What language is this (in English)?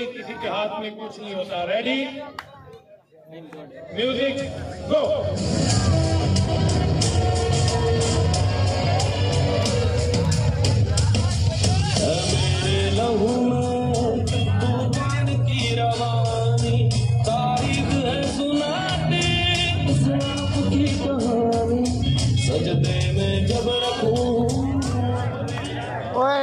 Hindi